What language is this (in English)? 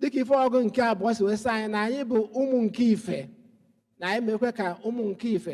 Igbo